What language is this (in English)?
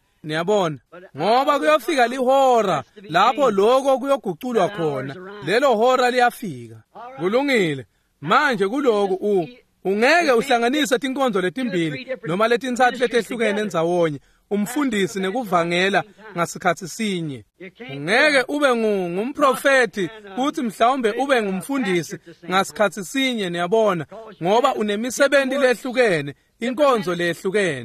Swati